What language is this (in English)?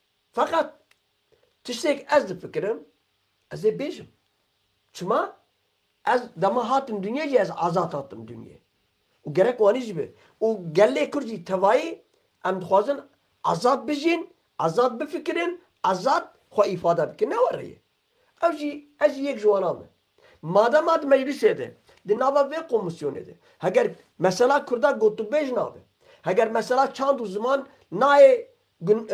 Kurdish